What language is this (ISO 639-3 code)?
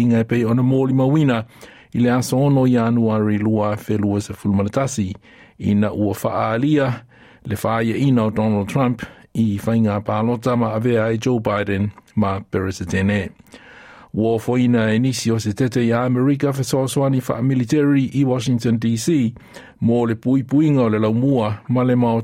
smo